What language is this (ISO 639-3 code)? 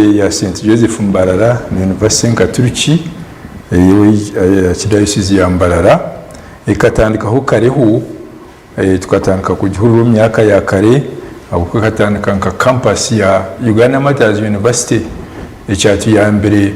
nyn